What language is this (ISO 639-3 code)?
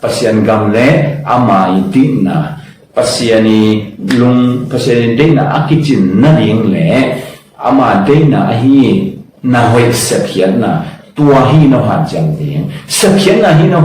ctd